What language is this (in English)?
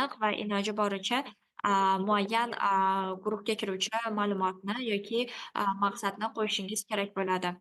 Uzbek